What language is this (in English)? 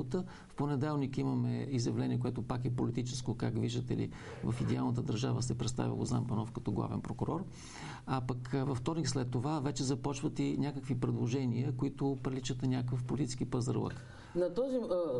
Bulgarian